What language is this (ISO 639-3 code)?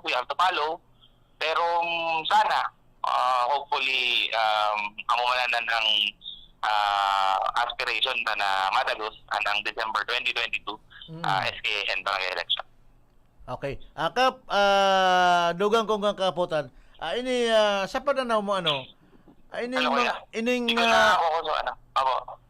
bik